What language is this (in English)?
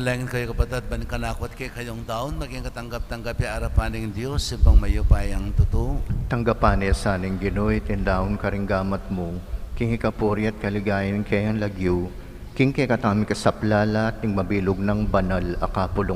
Pampanga